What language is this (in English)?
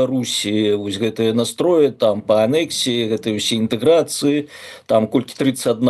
Belarusian